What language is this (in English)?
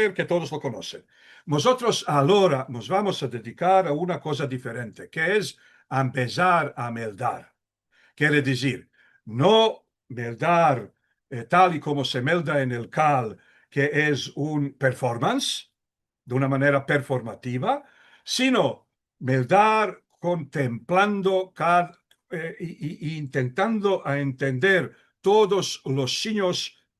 Ladino